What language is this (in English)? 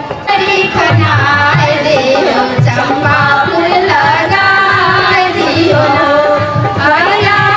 Maithili